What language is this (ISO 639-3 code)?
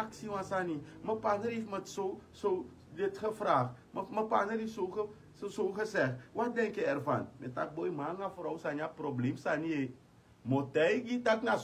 srn